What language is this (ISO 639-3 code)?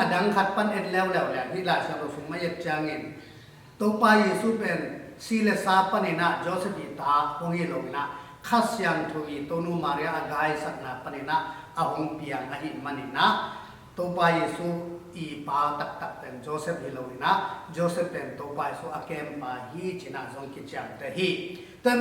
ctd